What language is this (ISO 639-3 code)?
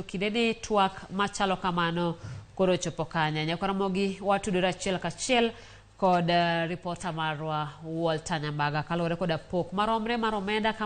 luo